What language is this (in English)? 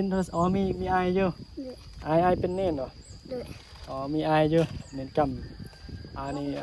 Northeastern Thai